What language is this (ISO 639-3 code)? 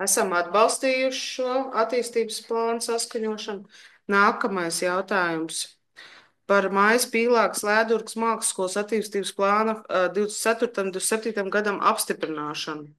lav